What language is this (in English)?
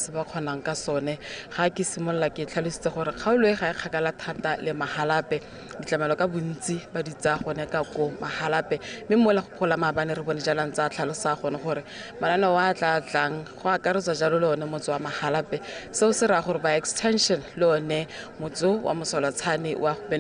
Tswana